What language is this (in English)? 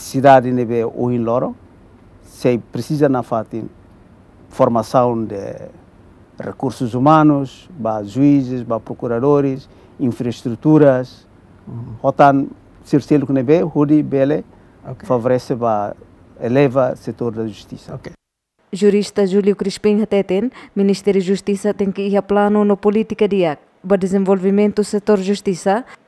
Tetum